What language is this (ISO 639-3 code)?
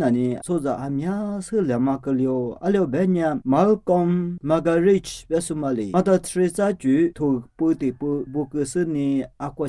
lis